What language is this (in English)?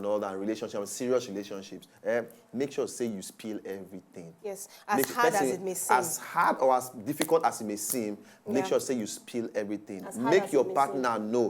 Nigerian Pidgin